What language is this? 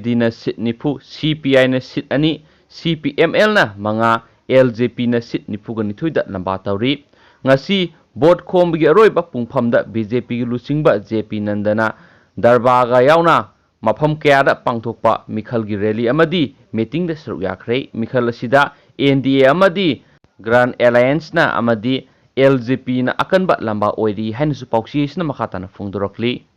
Manipuri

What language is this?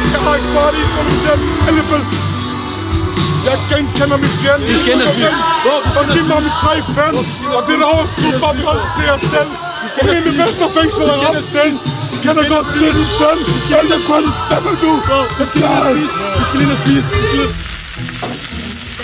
Danish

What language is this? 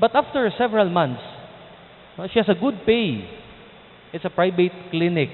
Cebuano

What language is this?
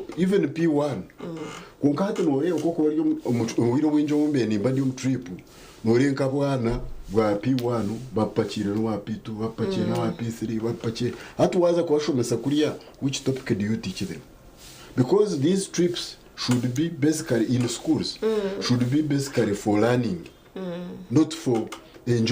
Nyankole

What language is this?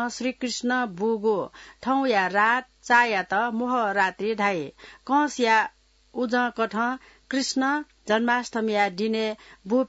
Newari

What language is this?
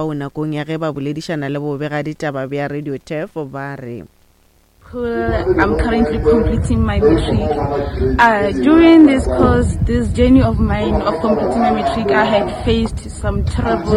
Northern Sotho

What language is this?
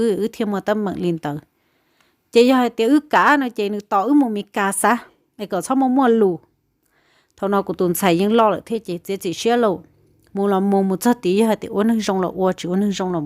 Hmong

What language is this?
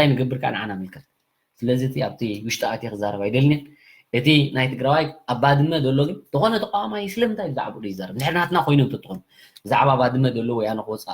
Tigrinya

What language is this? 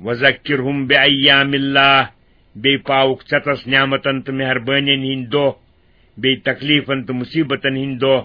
Kashmiri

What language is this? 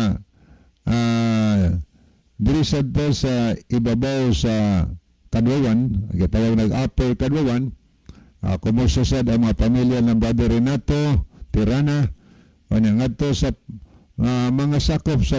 Cebuano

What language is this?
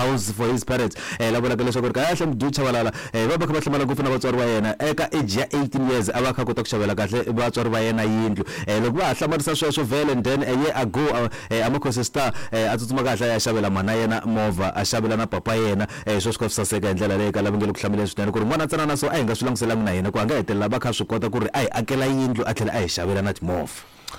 Tsonga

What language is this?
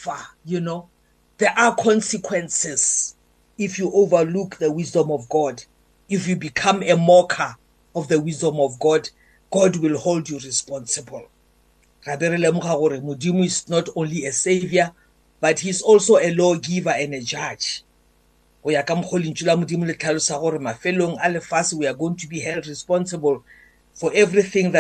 English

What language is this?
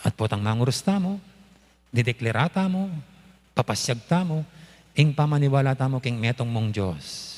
Pampanga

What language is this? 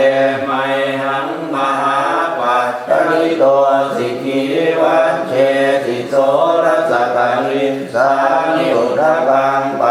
Pali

